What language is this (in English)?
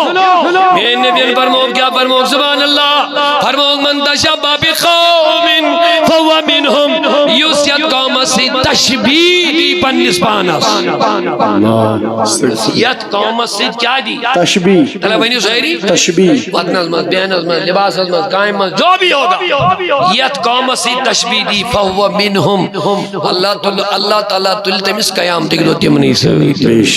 Kashmiri